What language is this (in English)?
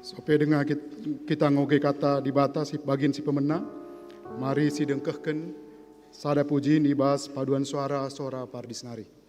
Batak Karo